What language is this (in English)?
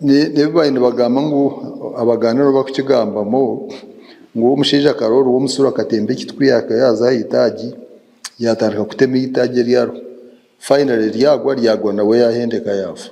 Nyankole